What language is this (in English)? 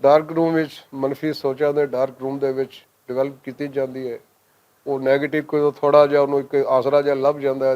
Western Panjabi